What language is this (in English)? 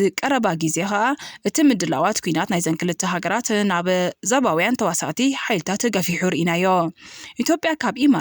Tigrinya